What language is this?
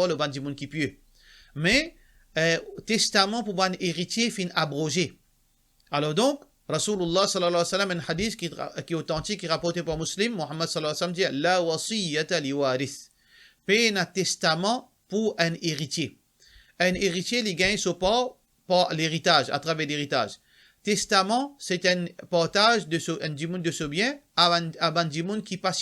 Morisyen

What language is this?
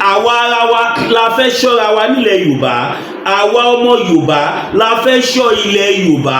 Yoruba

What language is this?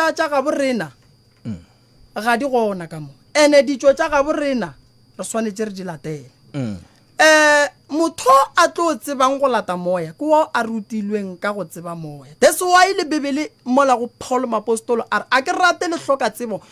Northern Sotho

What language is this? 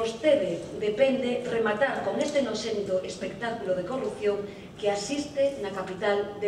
Galician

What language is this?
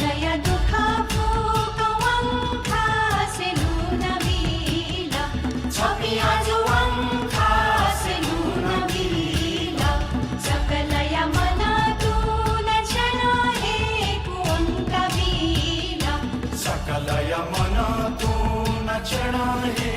Newari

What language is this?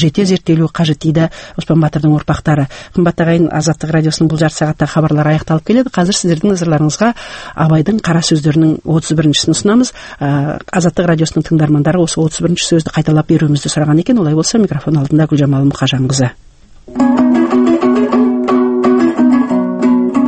Kazakh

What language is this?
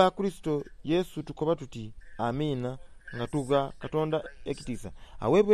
Soga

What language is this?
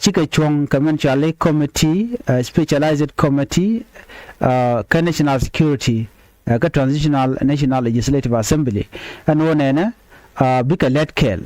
Nuer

